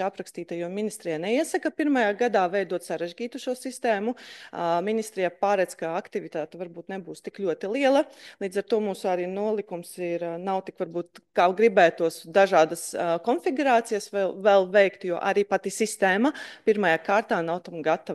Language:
Latvian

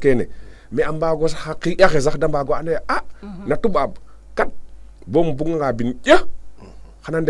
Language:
Serer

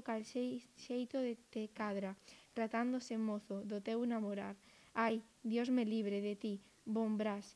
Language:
Galician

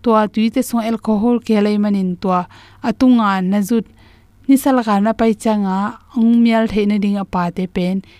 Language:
Tedim Chin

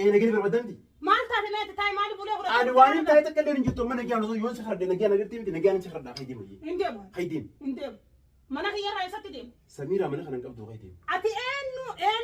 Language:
Oromo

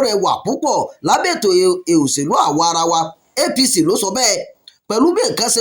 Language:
Yoruba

